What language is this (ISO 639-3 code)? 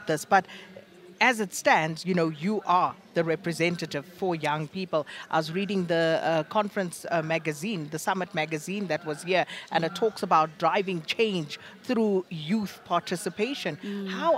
eng